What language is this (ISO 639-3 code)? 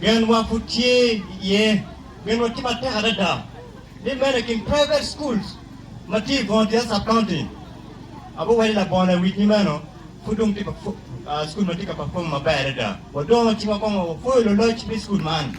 ach